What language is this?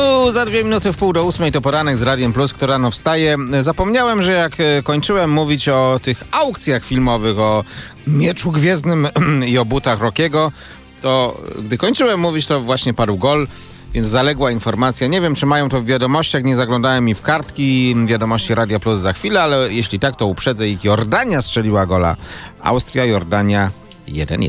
Polish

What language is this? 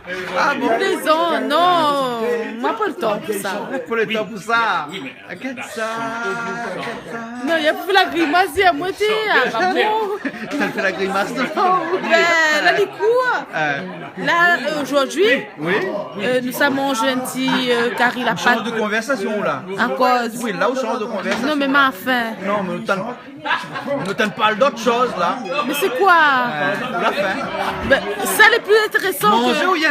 Réunion Creole French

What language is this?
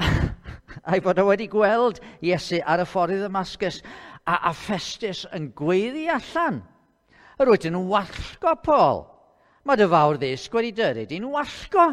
Welsh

